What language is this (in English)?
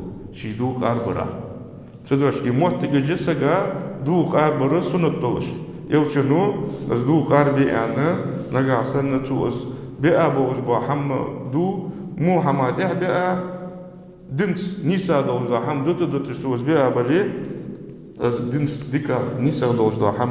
Ingush